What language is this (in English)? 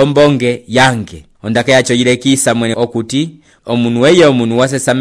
Umbundu